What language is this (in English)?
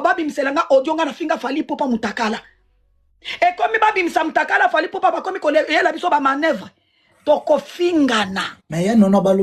Lingala